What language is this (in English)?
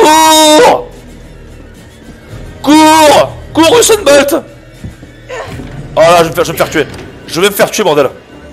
French